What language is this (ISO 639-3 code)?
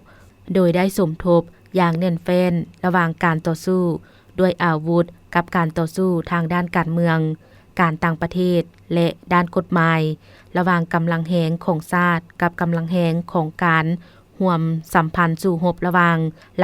lao